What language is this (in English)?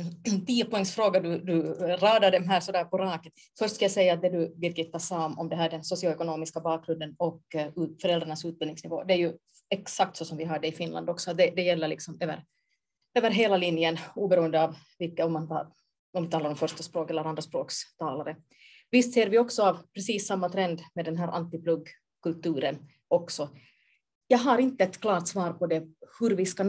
Swedish